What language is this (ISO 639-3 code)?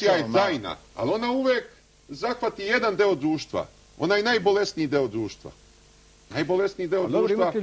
srp